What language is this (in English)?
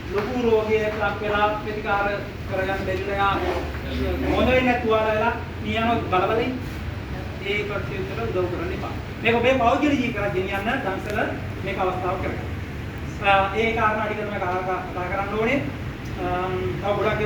Sinhala